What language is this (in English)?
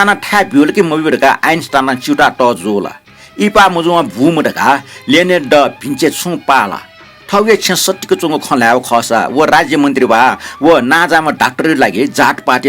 Newari